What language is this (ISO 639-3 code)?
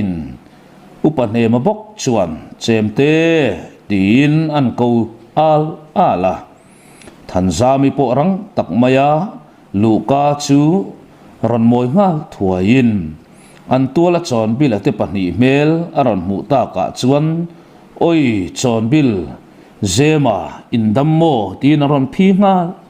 lus